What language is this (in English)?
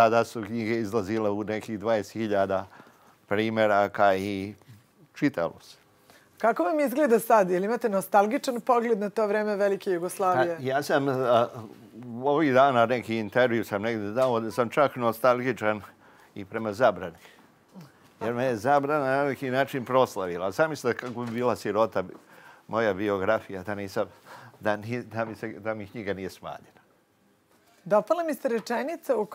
Serbian